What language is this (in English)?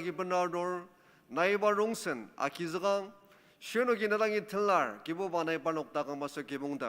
Ao Naga